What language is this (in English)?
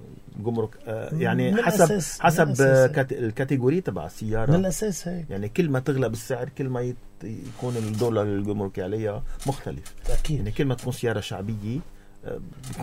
North Levantine Arabic